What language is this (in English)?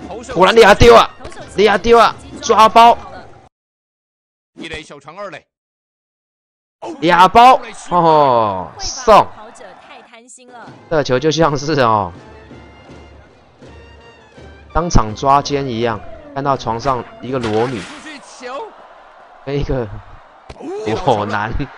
Chinese